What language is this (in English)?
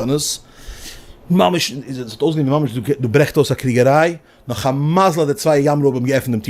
Yiddish